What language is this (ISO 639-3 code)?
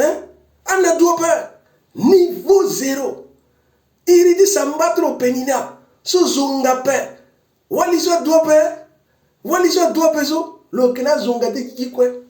sag